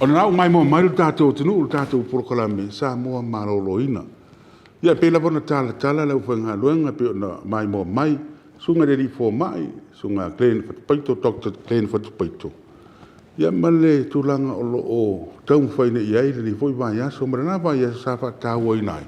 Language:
Samoan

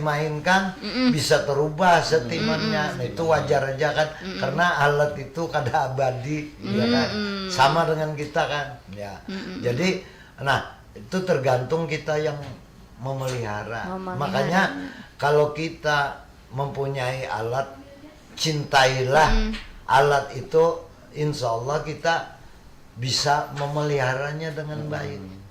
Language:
Banjar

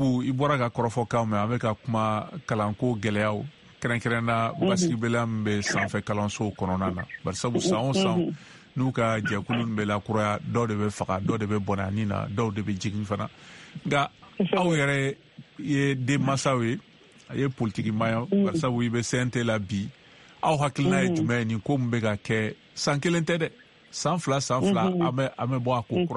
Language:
Bambara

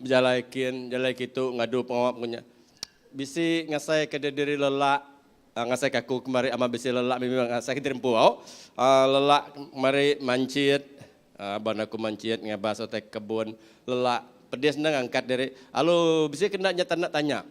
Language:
Iban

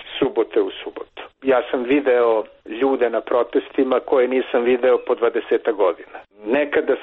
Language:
Serbian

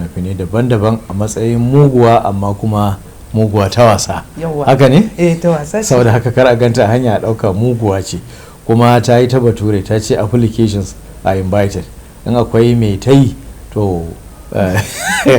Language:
Hausa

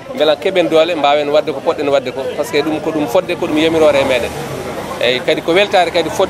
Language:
Fula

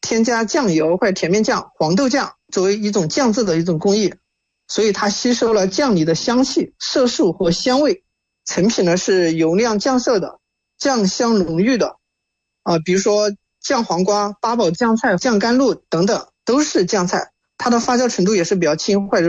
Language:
Chinese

